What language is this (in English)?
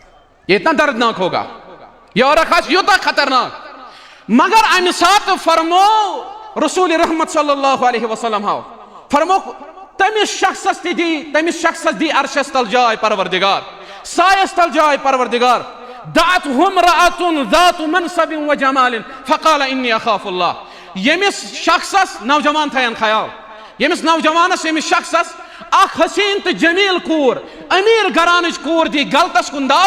Kashmiri